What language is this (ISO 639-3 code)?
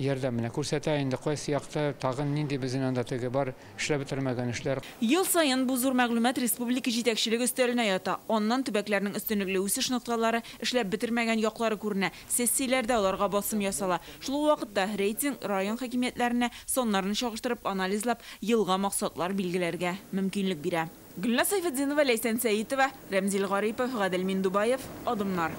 tat